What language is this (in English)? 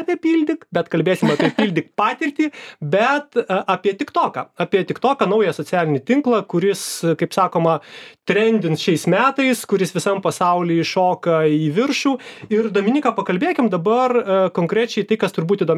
Lithuanian